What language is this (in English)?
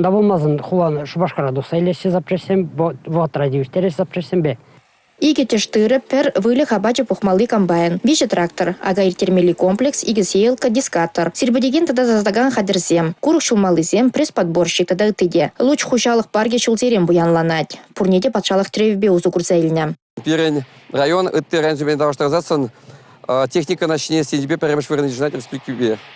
Chuvash